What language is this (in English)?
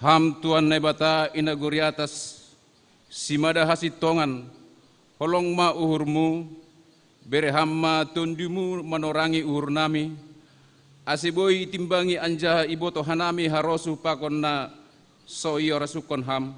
Batak Simalungun